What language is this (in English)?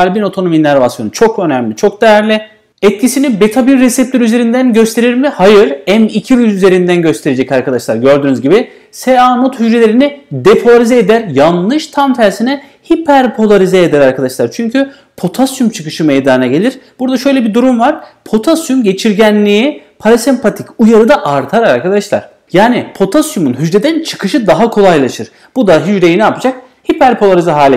Turkish